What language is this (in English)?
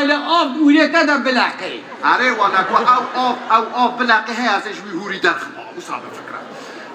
Kurdish